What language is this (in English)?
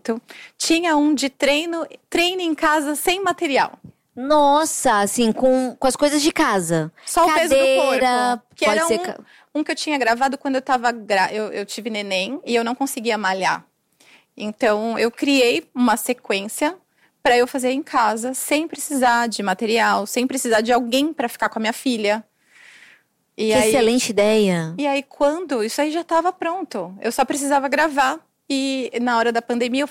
Portuguese